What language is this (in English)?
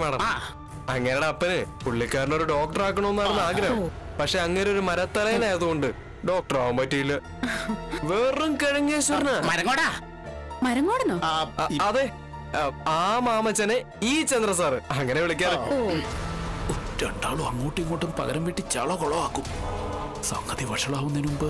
Malayalam